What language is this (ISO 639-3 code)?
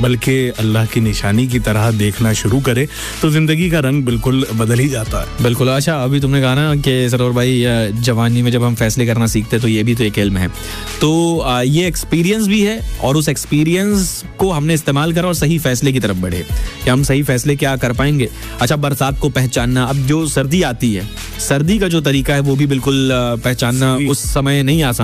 hin